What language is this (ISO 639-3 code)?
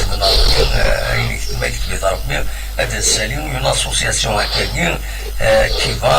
kab